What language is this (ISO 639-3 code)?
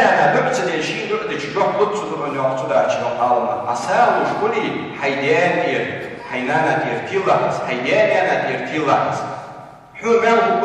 inh